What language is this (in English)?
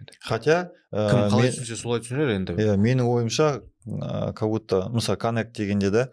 Kazakh